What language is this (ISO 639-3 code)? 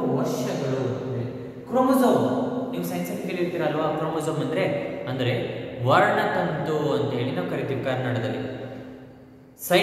kan